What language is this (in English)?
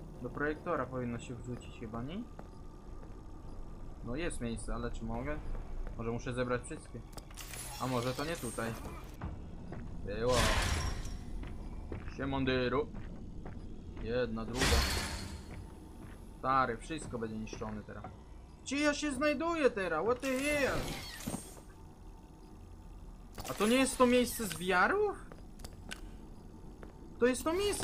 Polish